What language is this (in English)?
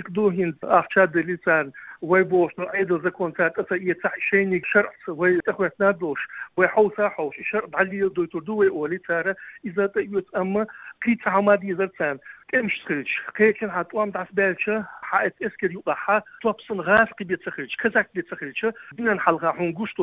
Chechen